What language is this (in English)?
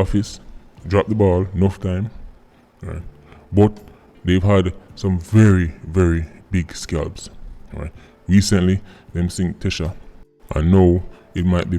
Jamaican Creole English